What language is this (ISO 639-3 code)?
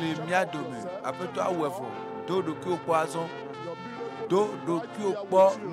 ewe